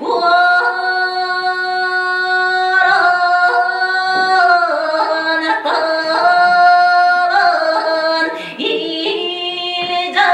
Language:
Yakut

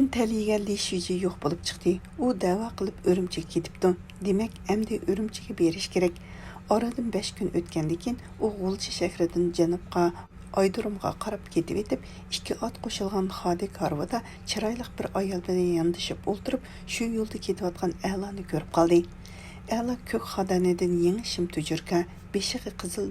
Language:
Uyghur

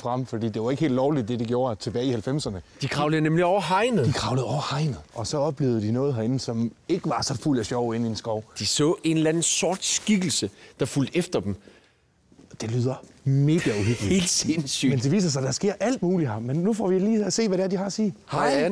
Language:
Danish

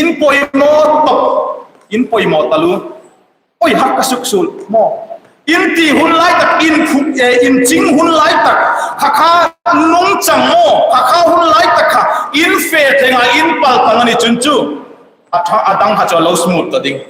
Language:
Hmar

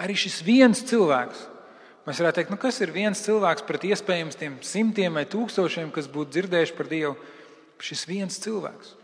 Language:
Latvian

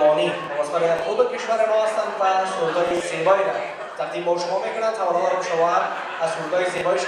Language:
Persian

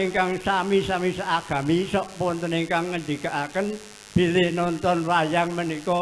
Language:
Javanese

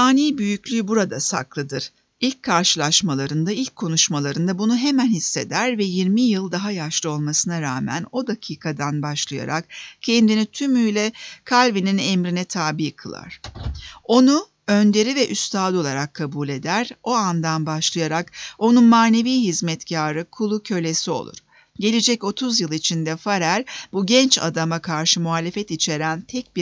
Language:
Turkish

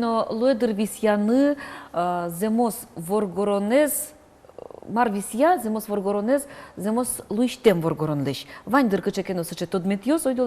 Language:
Udmurt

